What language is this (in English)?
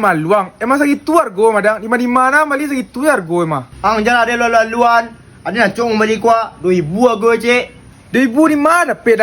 Minangkabau